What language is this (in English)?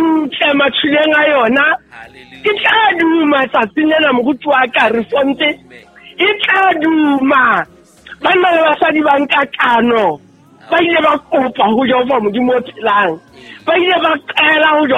Southern Sotho